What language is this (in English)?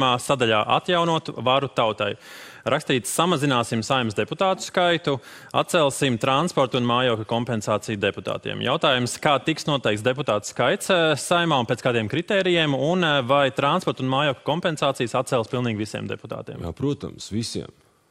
Latvian